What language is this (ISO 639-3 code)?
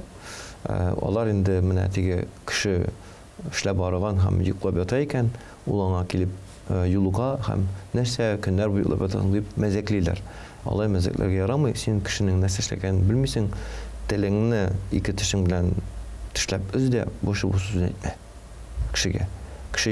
tat